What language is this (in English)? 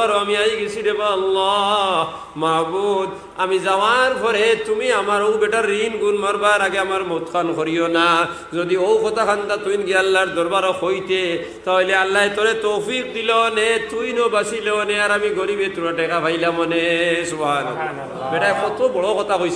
Sylheti